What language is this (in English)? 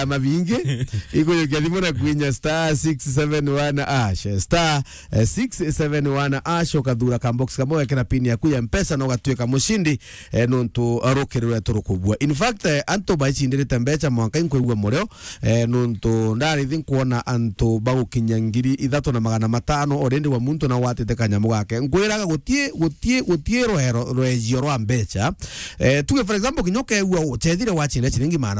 Meru